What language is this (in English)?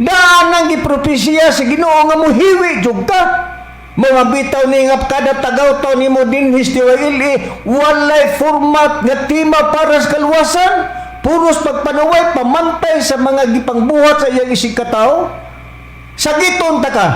Cebuano